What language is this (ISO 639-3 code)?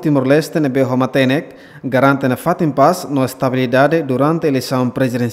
tet